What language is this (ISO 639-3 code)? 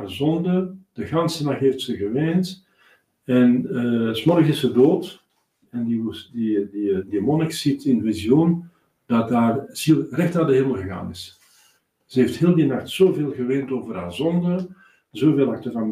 nld